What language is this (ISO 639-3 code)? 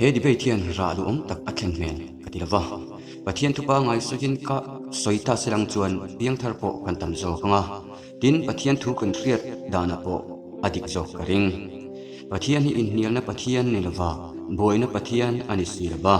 lus